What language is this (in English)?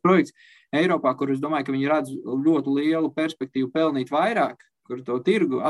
Latvian